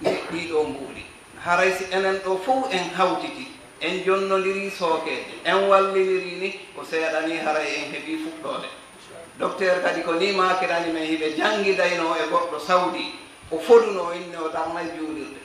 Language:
Fula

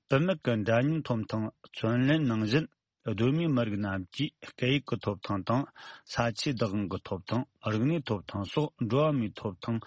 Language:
Tibetan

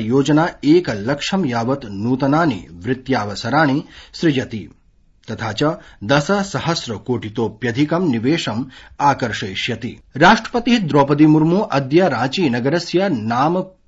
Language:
Sanskrit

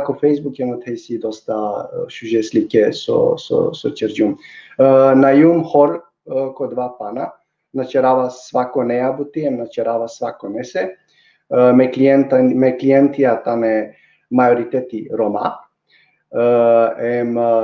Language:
Balkan Romani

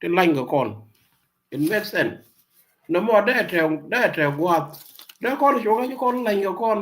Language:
Nuer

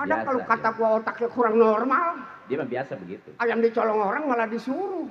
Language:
Betawi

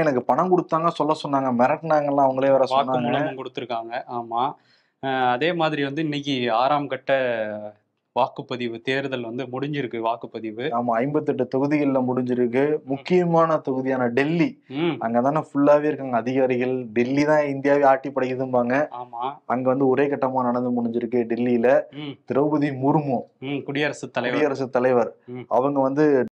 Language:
Tamil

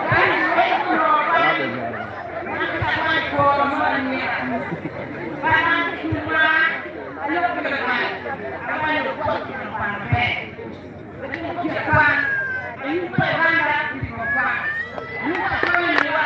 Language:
Acoli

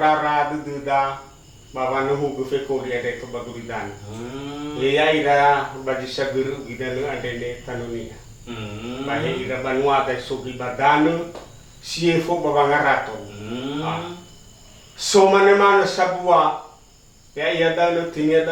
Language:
Nias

